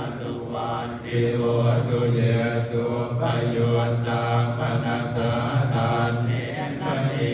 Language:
Pali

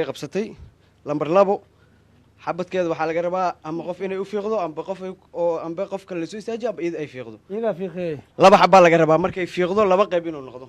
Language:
Somali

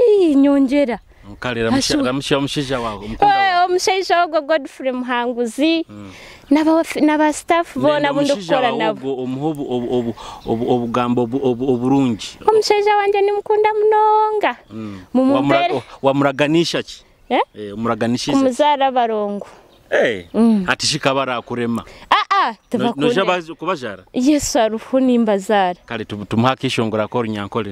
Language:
Nyoro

